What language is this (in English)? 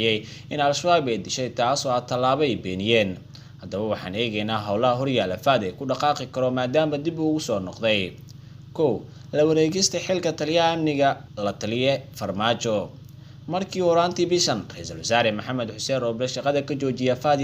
Somali